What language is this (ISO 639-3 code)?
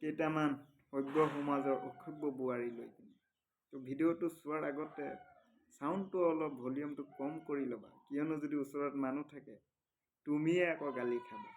asm